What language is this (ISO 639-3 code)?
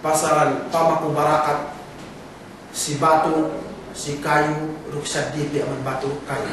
yka